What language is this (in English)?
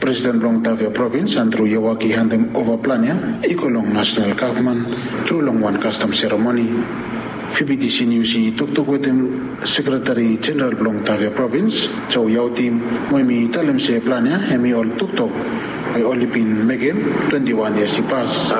Bislama